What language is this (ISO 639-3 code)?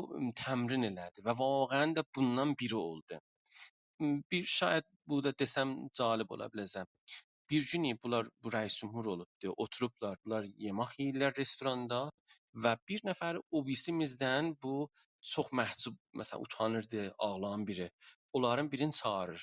azb